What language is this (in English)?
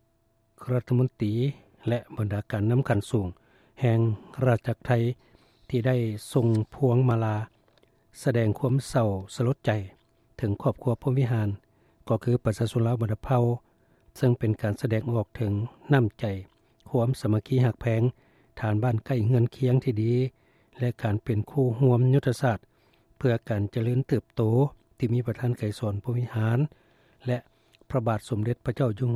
Lao